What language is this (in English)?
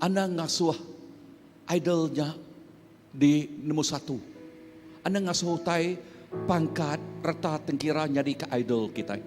Iban